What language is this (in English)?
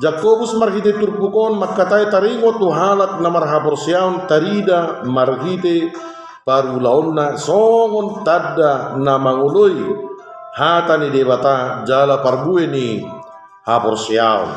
Batak Toba